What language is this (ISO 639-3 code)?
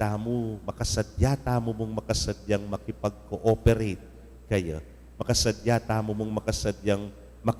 pam